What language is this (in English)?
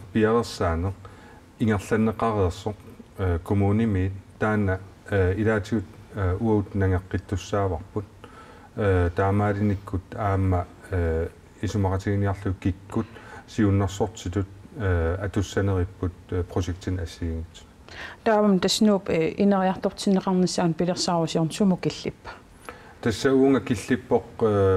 Kalaallisut